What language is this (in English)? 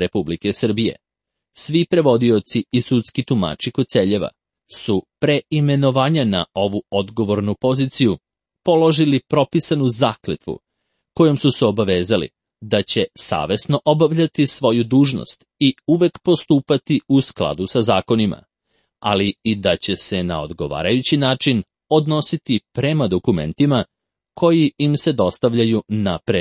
Serbian